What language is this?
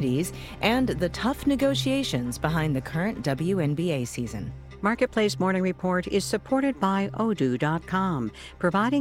English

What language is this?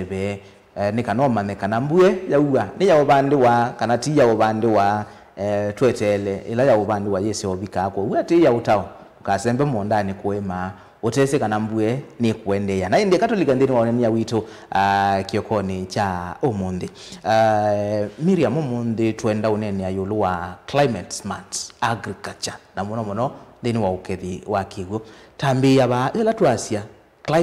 Kamba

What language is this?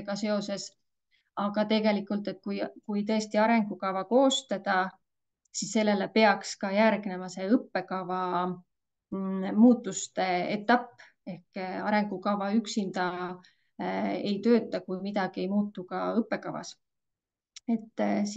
Estonian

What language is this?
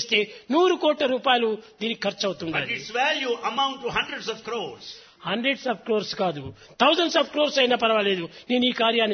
Telugu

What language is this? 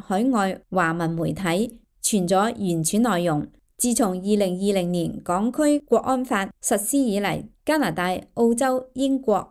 Cantonese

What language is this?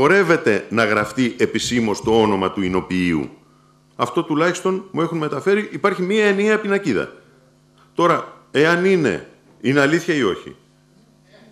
Greek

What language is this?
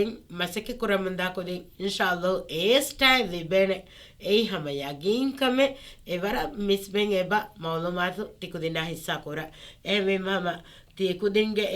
Divehi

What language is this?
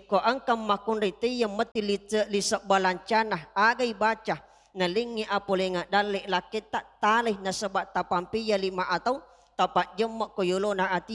Buginese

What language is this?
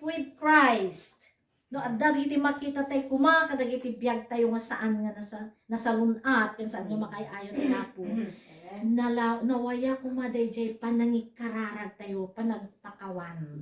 Iloko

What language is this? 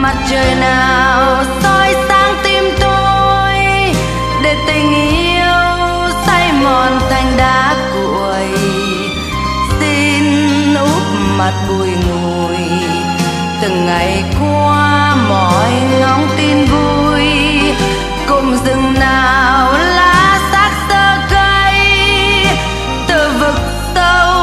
Vietnamese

